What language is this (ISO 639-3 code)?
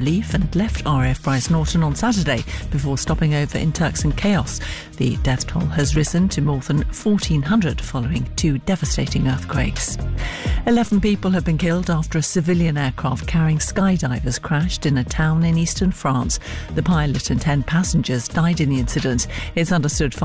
eng